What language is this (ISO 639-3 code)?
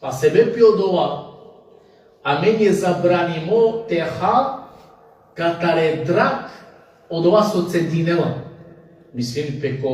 rmn